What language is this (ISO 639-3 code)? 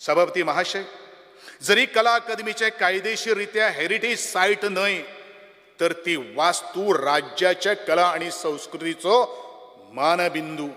kok